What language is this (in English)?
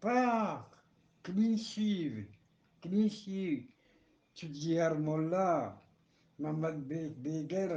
Eastern Balochi